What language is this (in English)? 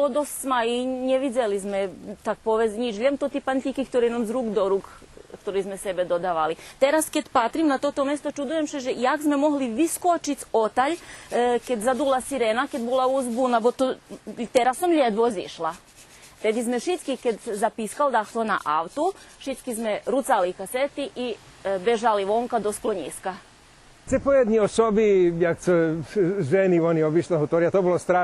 Rusyn